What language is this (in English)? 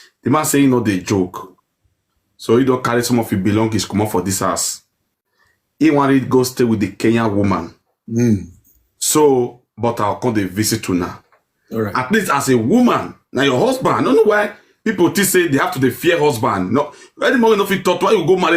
Nigerian Pidgin